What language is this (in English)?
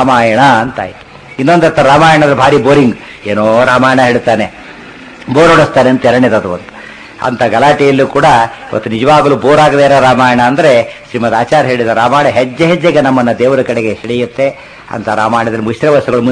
Kannada